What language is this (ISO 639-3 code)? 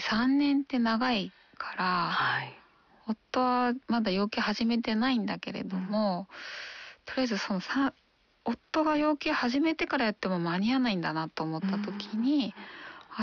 jpn